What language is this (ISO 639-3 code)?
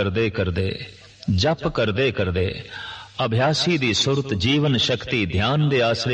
pan